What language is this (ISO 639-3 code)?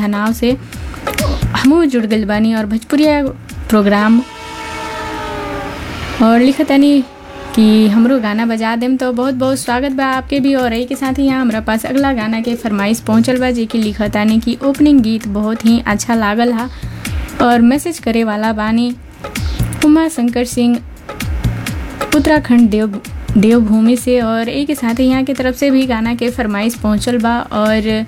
bho